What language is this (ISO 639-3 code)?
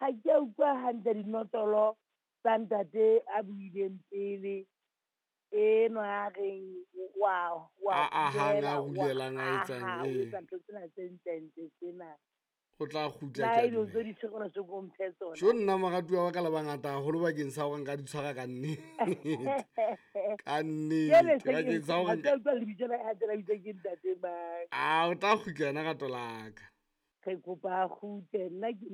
sot